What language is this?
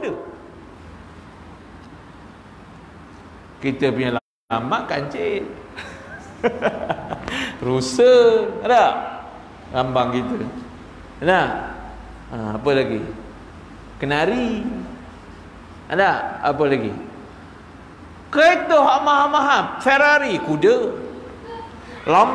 Malay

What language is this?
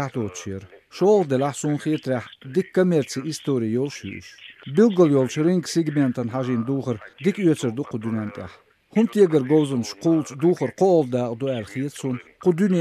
Chechen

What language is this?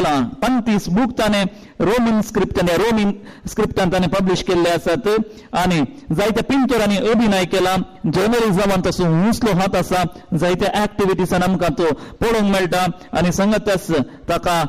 Konkani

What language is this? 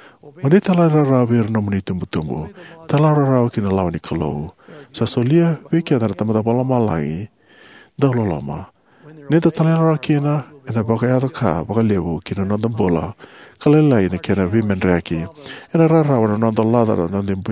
Fijian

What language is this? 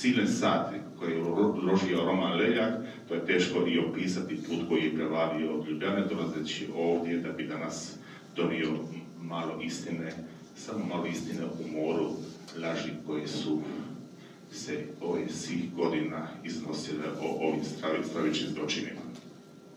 Croatian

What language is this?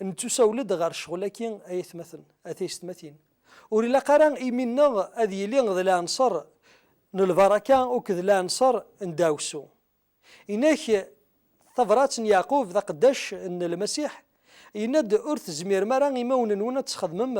Kabyle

